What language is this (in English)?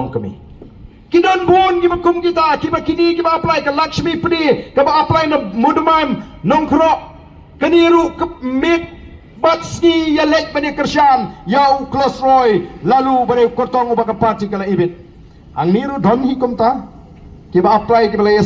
Khasi